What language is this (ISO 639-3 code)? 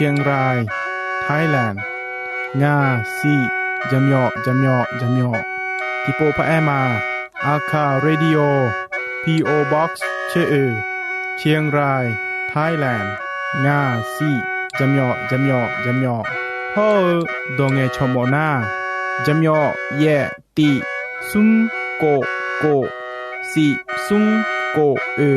ahk